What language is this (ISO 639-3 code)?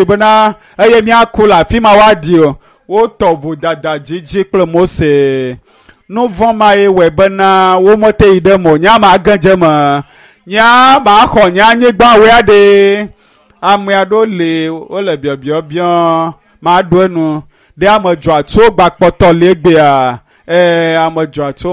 ewe